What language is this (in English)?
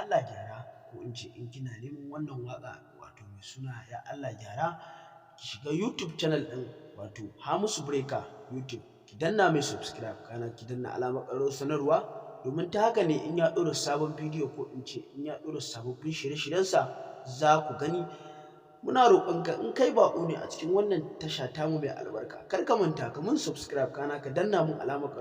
Hausa